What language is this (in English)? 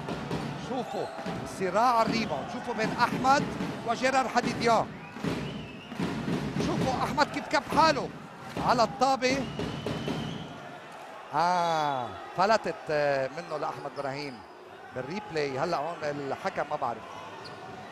North Levantine Arabic